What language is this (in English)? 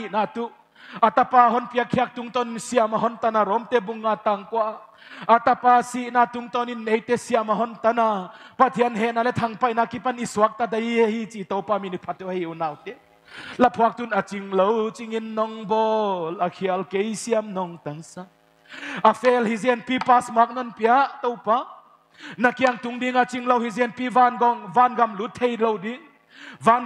Paite Chin